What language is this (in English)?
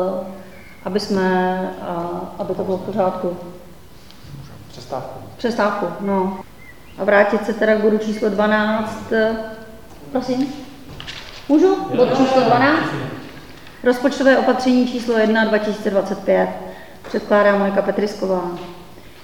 Czech